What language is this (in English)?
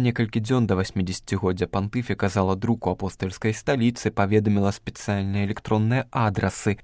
Belarusian